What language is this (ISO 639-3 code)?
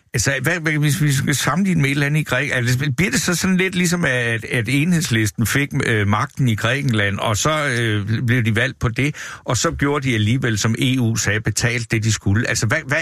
dan